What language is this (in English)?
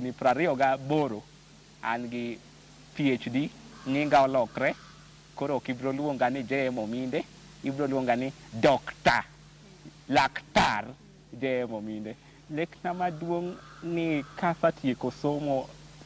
Luo (Kenya and Tanzania)